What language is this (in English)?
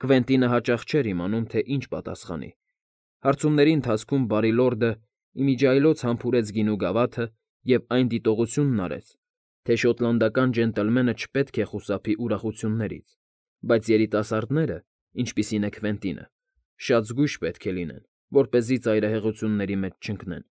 Armenian